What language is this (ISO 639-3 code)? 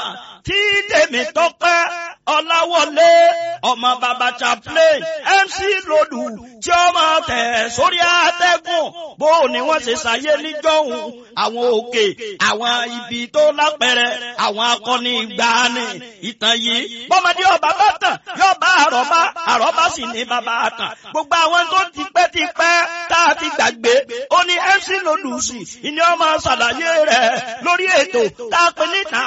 yor